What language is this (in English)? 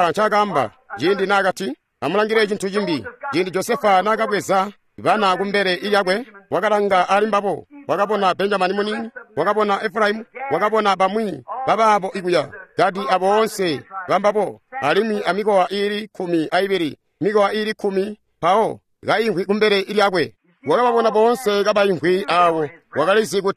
Tonga (Zambia)